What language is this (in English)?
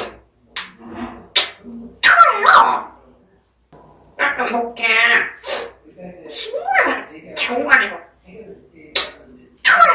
Korean